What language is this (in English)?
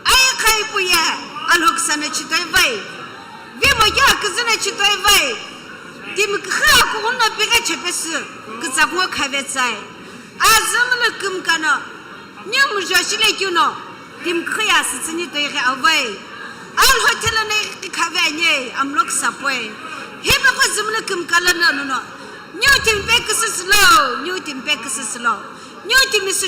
Sumi Naga